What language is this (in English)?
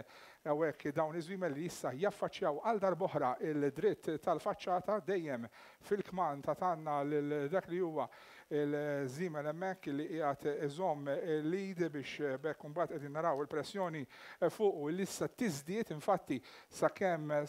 Maltese